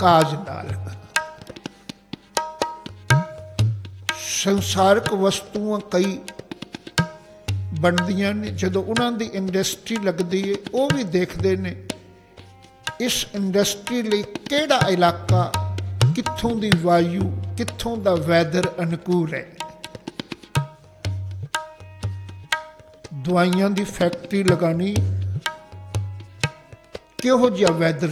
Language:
Punjabi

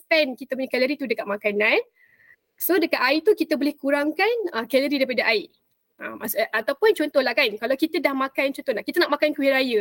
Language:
Malay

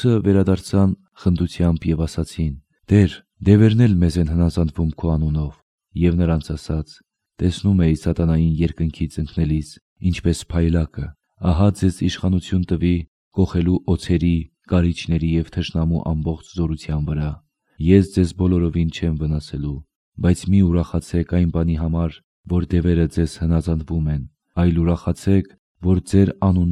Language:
Armenian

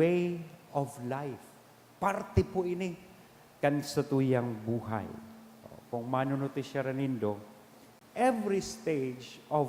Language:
Bikol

